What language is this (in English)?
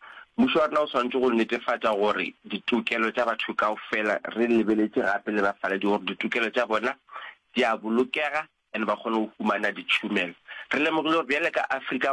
Northern Sotho